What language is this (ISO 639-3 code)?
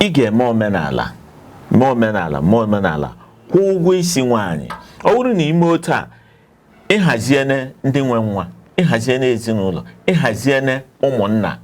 ibo